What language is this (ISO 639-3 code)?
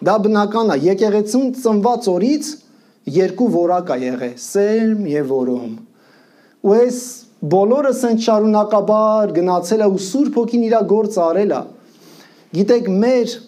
hye